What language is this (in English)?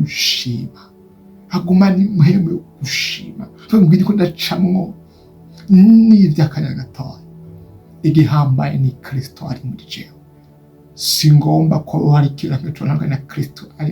Rundi